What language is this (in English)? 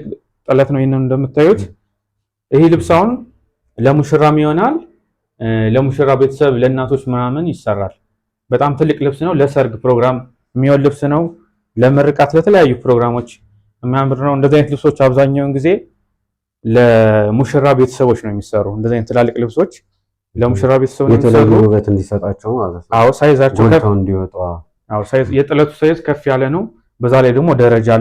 Amharic